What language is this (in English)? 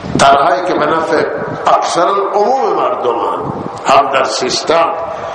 Persian